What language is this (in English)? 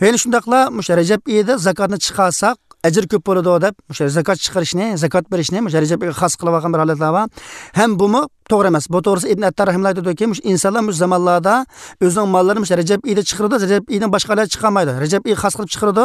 Uyghur